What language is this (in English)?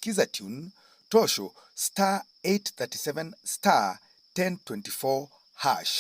Masai